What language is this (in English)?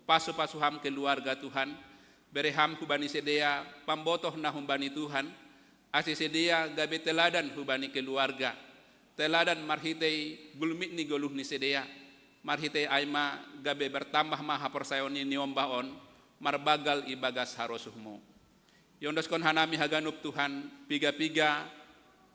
Batak Simalungun